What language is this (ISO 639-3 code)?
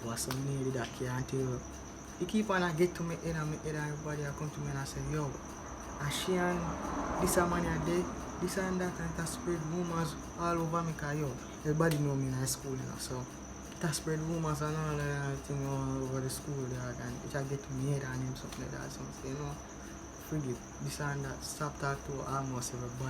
jam